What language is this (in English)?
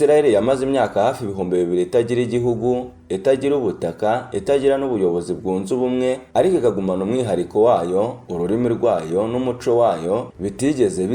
Kinyarwanda